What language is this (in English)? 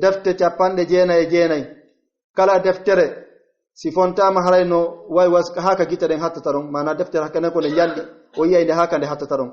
Pular